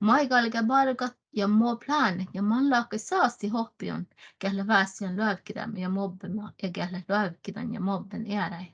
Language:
Northern Sami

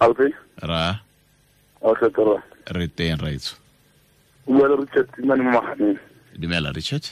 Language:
Tswana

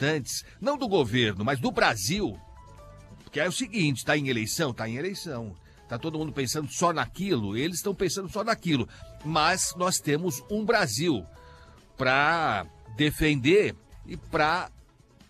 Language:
Portuguese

